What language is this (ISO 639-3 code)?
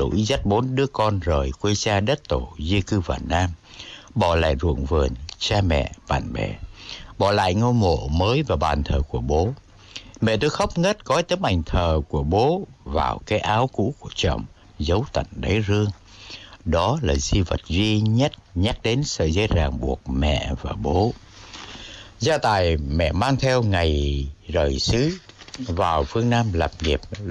vie